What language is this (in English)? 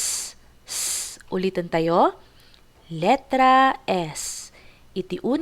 Iloko